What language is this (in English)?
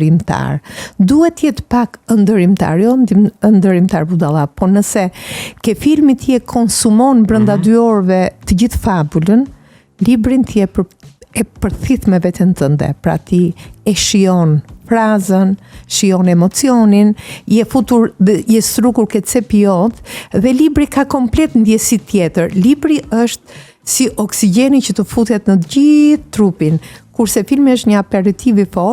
Albanian